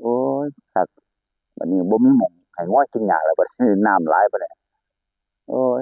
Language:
Northeastern Thai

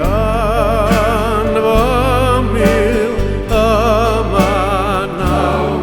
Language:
Welsh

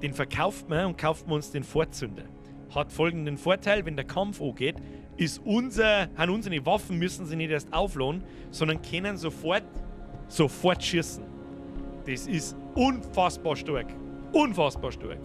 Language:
Bavarian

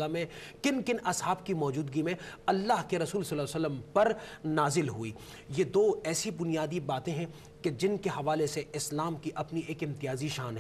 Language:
Urdu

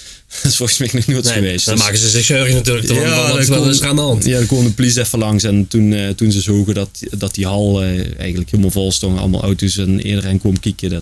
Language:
Limburgish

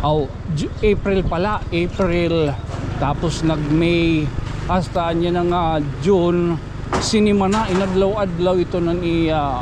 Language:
Waray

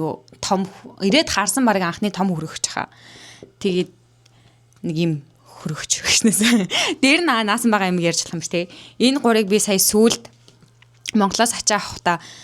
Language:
Mongolian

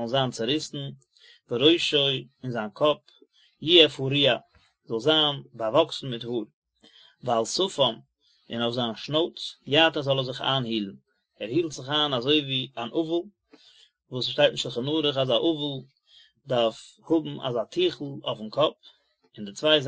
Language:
Yiddish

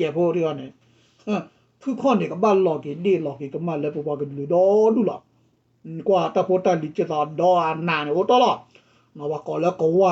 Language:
S'gaw Karen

